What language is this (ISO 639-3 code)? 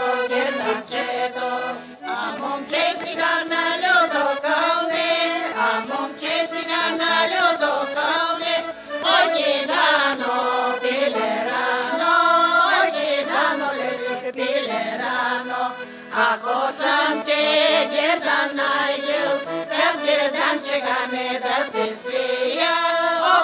bul